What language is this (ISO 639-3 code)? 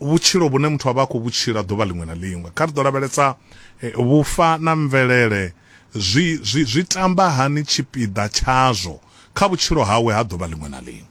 ven